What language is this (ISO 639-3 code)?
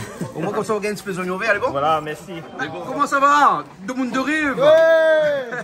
rcf